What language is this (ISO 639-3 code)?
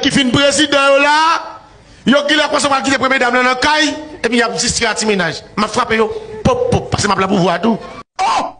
hat